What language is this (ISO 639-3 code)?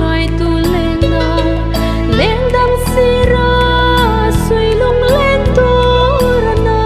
hmr